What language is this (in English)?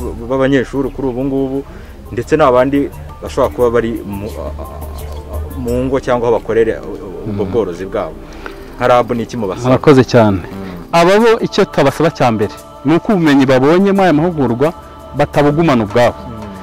Kinyarwanda